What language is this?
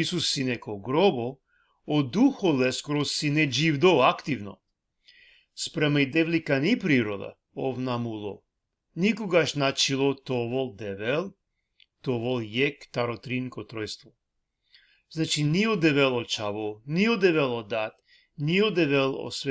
Balkan Romani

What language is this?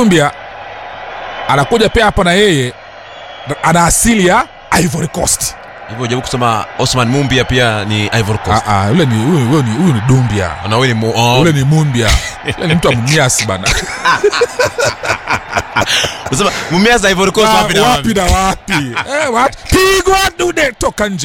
Swahili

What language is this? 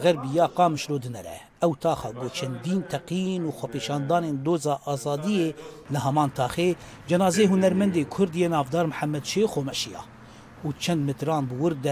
Kurdish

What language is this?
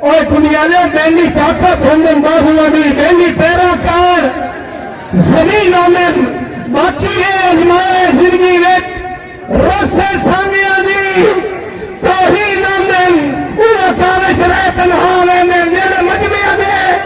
Saraiki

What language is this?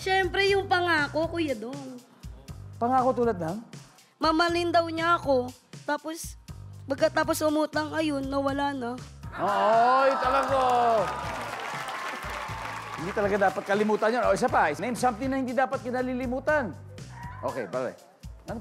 Filipino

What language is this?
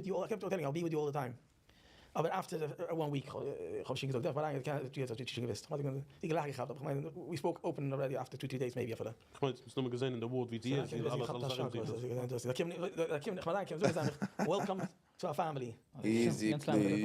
Yiddish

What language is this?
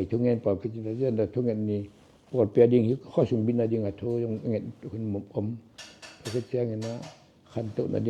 Tedim Chin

